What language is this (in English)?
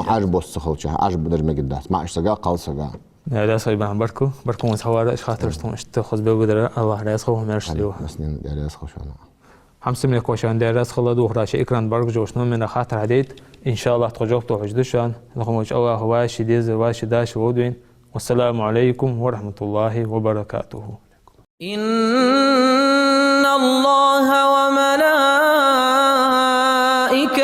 Ingush